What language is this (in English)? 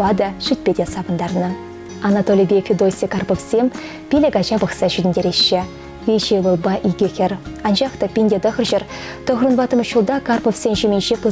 Chuvash